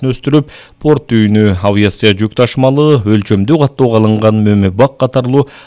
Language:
Kyrgyz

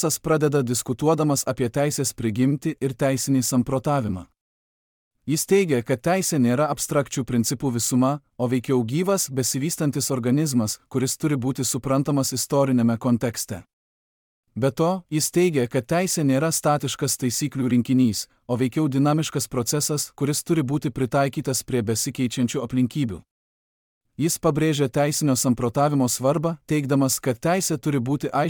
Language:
Lithuanian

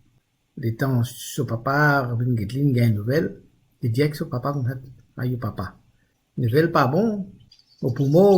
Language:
Morisyen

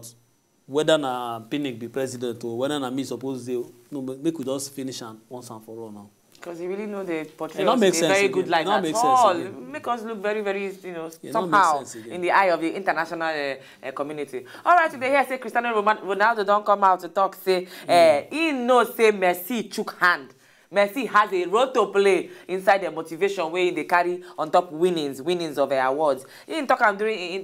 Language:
Nigerian Pidgin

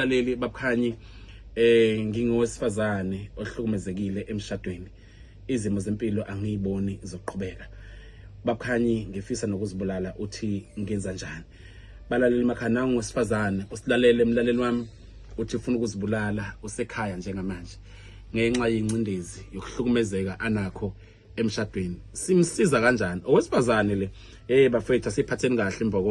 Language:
Zulu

